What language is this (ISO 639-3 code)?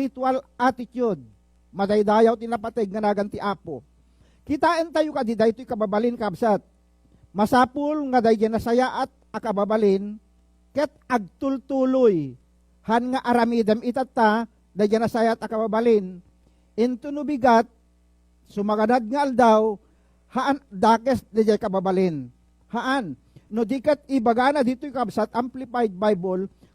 ilo